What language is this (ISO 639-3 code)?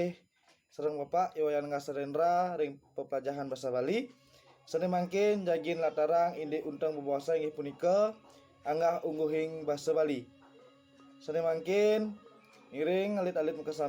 ban